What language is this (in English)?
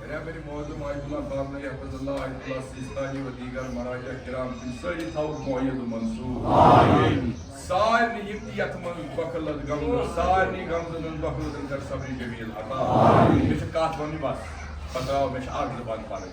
Kashmiri